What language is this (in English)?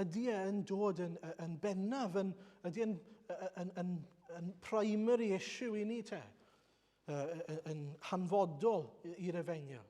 Welsh